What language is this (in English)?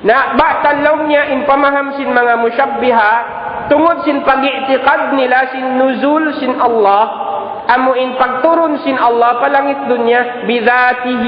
Tausug